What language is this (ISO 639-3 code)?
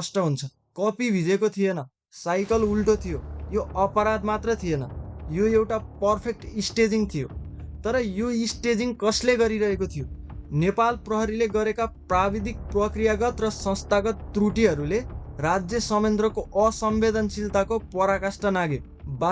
nep